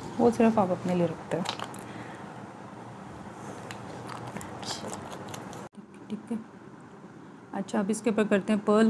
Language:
Hindi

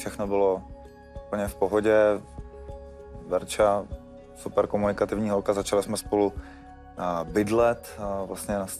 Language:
Czech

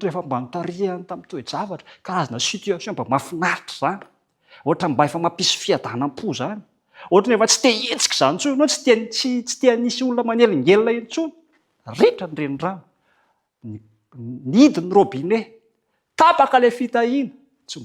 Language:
Malagasy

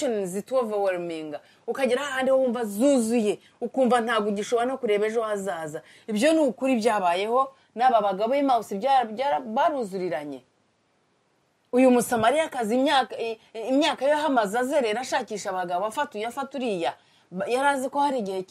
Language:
Kinyarwanda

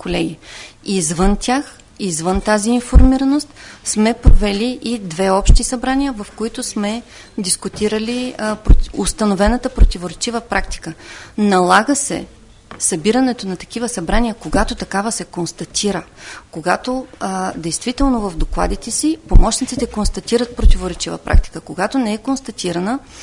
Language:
Bulgarian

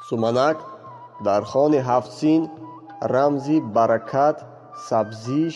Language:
Tajik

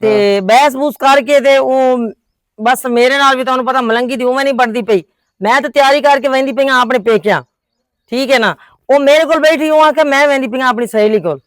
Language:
Western Panjabi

